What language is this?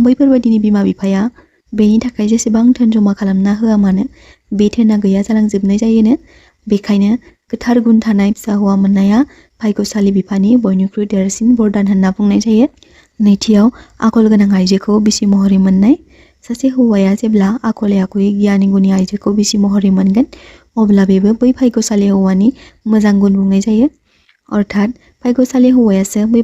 Bodo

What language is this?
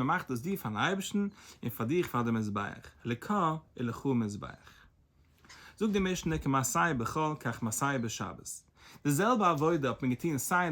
Yiddish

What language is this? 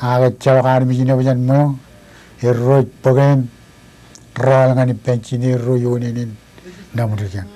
Marshallese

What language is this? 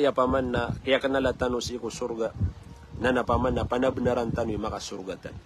Maranao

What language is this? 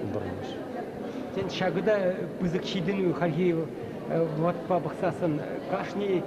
Chuvash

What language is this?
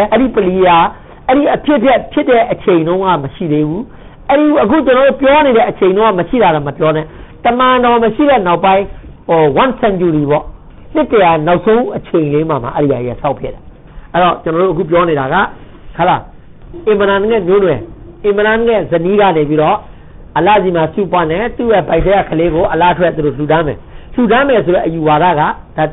Burmese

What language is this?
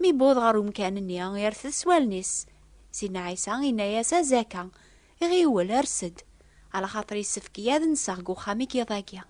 Kabyle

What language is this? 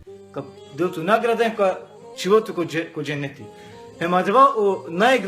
Balkan Romani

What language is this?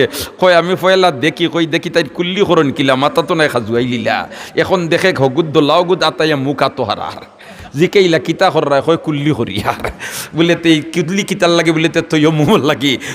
Sylheti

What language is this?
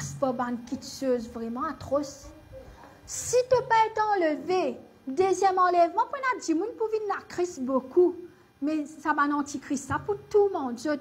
Morisyen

